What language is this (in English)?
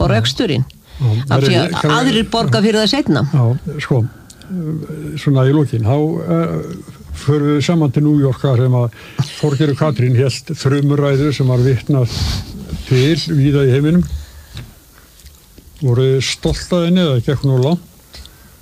Icelandic